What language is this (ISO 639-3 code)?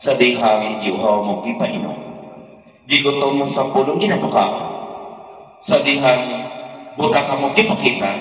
ceb